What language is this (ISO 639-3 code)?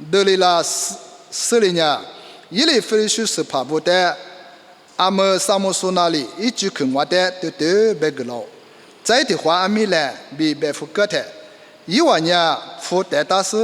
lis